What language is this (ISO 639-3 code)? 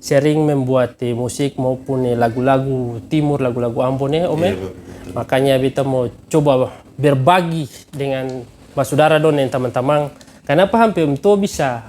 abs